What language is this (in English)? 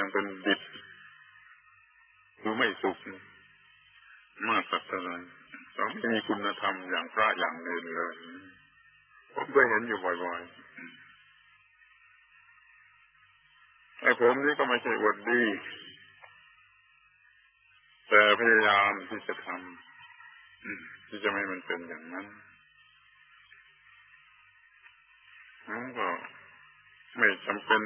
Thai